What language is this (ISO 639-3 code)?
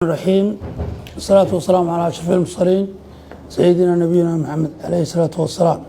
som